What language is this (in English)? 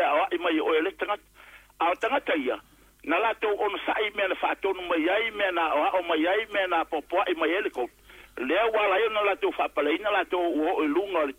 Samoan